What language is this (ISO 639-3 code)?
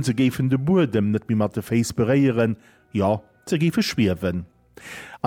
ltz